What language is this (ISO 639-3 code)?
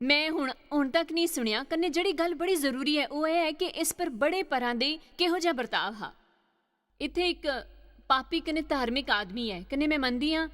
doi